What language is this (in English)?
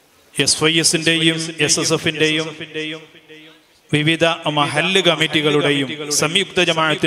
Malayalam